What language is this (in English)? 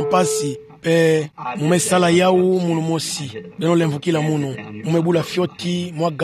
Kituba (Democratic Republic of Congo)